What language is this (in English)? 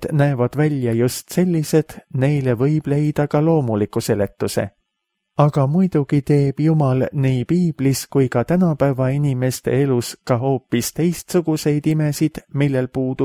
Estonian